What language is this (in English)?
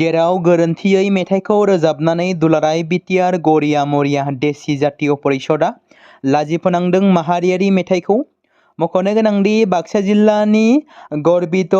Bodo